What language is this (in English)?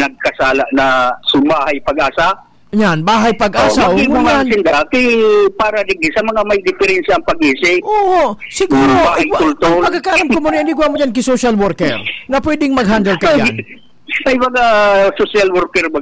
Bikol